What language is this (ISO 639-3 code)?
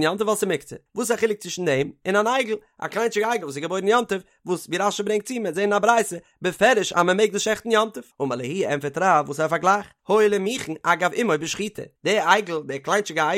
yid